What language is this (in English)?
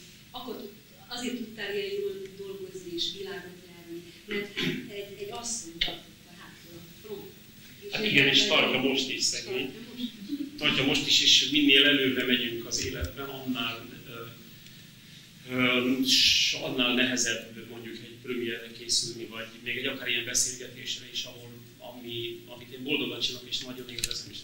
Hungarian